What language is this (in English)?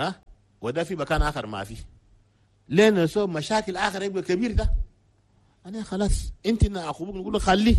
Chadian Arabic